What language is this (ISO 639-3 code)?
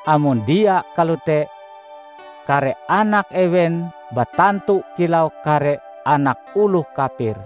nij